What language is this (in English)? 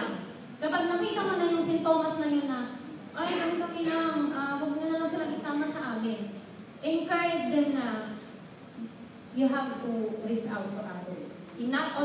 Filipino